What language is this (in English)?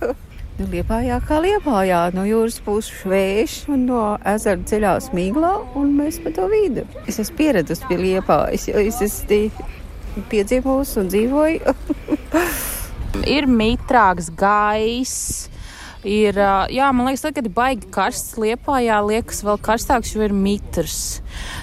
Latvian